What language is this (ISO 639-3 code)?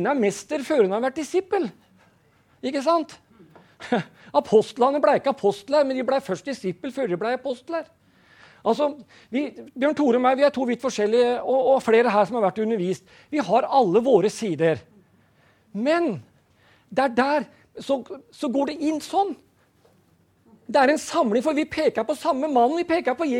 nor